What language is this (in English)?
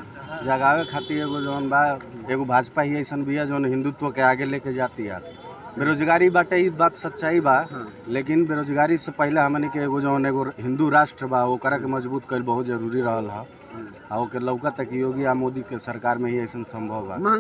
Bhojpuri